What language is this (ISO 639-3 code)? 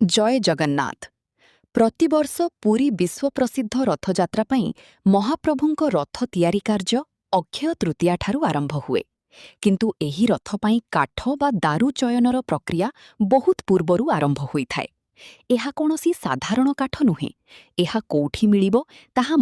ori